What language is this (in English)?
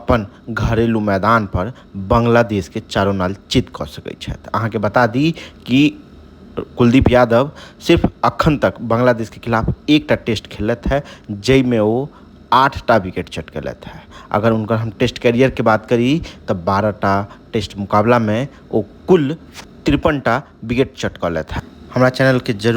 Maithili